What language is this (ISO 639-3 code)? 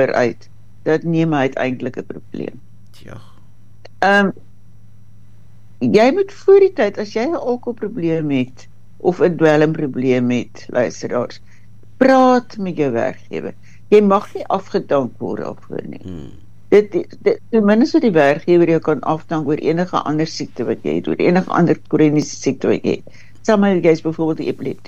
afr